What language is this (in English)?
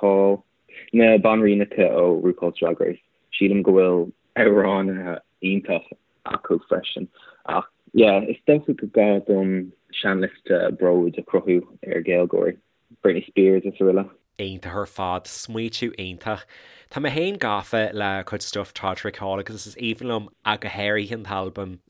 Irish